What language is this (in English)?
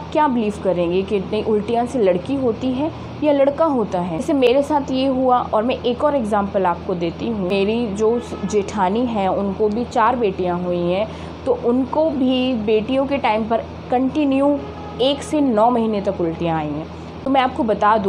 Hindi